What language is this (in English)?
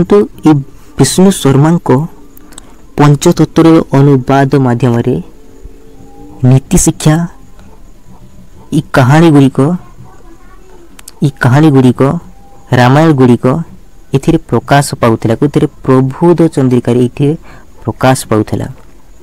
Odia